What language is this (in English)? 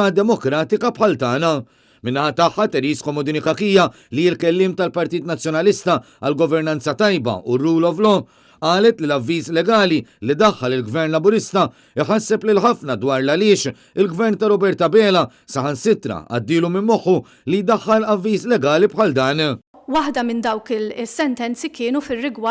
Maltese